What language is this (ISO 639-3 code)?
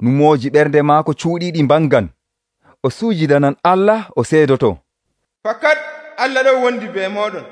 fuv